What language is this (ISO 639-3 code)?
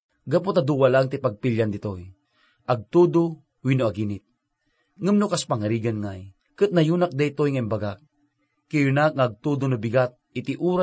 ilo